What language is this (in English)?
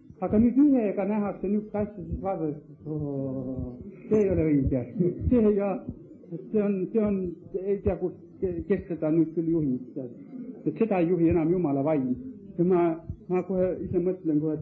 Estonian